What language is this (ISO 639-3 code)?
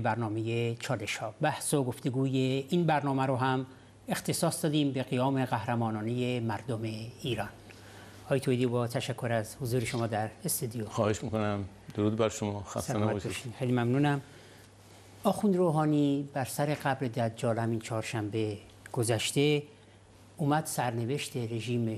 fas